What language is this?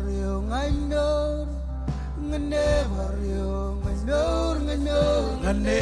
Marshallese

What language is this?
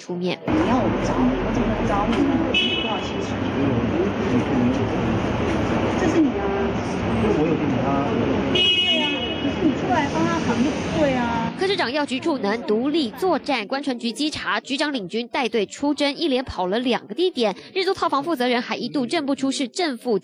Chinese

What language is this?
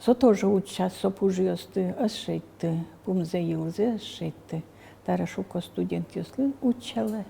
Udmurt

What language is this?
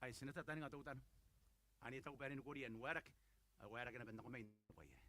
Gilbertese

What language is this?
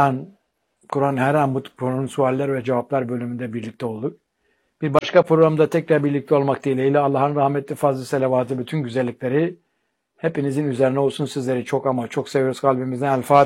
Turkish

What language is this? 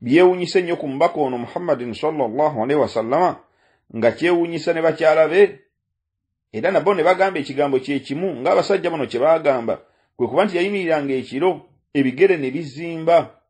Ganda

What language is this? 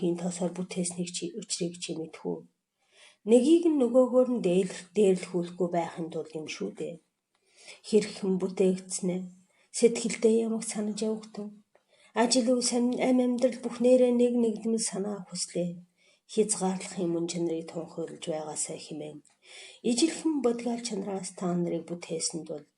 Mongolian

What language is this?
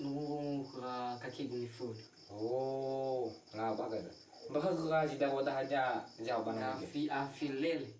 Nias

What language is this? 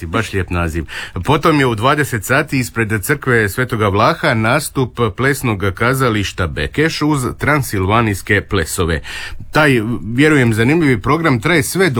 Croatian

